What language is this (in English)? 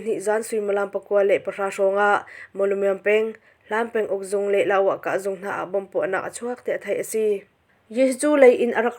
Hakha Chin